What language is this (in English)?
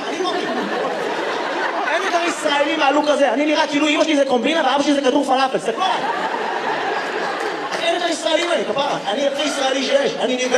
Hebrew